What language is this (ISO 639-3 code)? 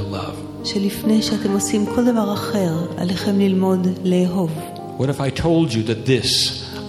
heb